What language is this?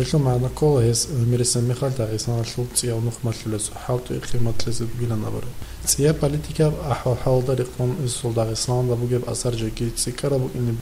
Avaric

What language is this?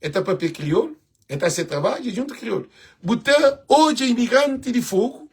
Kabuverdianu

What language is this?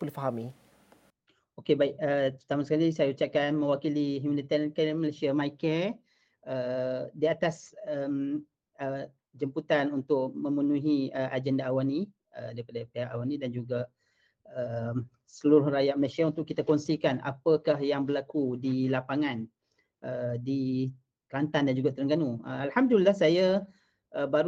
Malay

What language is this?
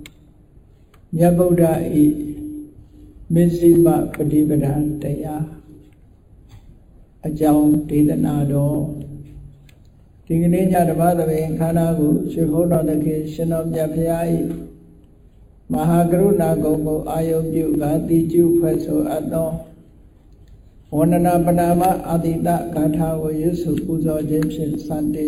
Burmese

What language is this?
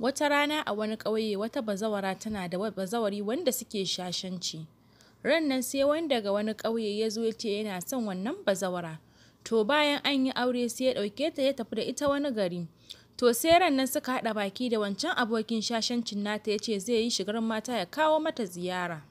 Hausa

